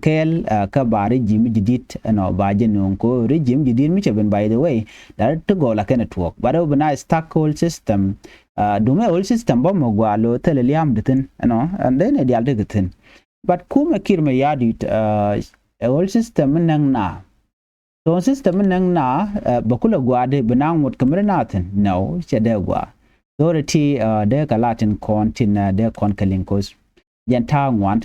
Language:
Nuer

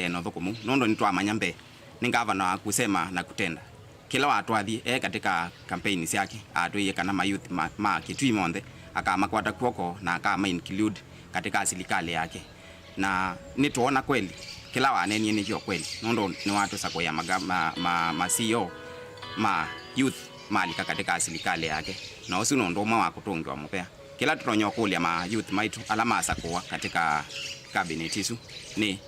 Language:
Kamba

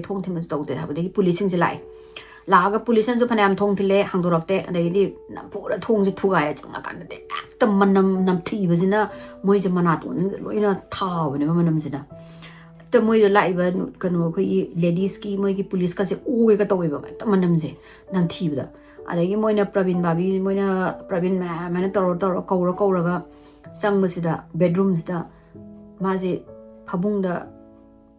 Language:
Manipuri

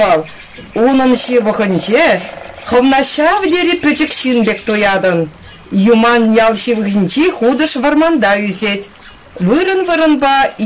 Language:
Chuvash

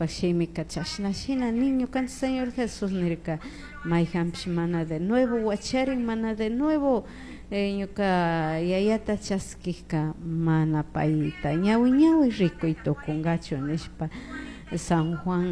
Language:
Chimborazo Highland Quichua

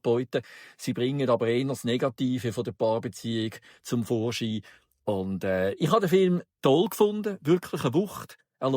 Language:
Swiss German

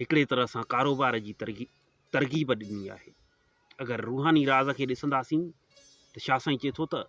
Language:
Sindhi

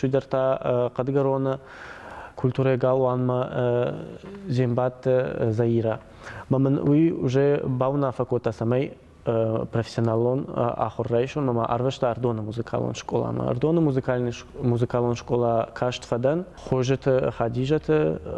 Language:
Ossetic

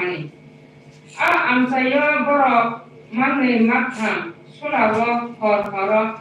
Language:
Kok Borok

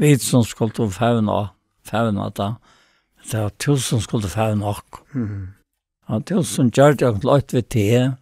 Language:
Faroese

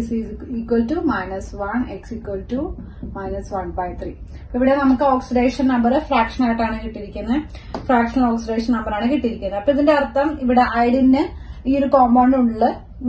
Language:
Malayalam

